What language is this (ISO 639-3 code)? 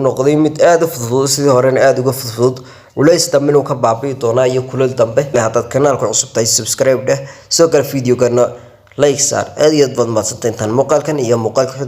som